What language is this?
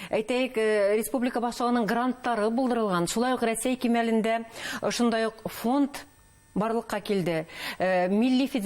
Bashkir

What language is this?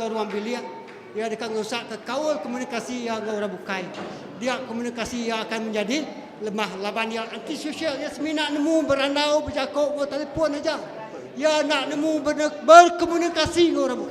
Iban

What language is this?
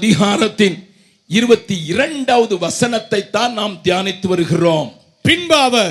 Tamil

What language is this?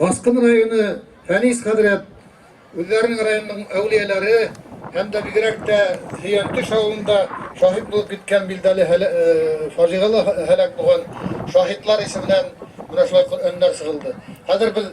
Bashkir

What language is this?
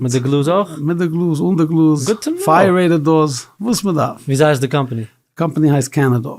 Yiddish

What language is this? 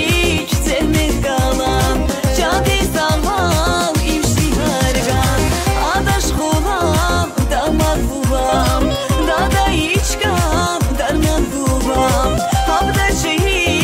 Tabassaran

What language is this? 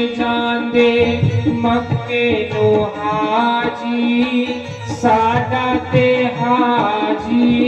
Dogri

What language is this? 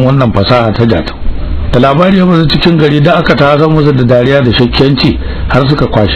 Hausa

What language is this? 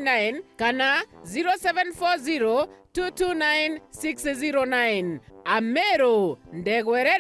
Meru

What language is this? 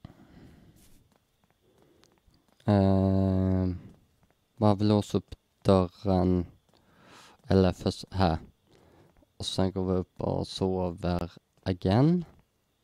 Swedish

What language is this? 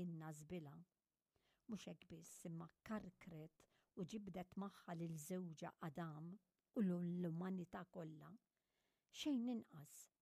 Maltese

